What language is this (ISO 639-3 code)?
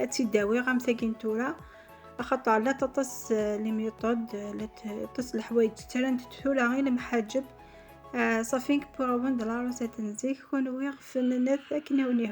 kab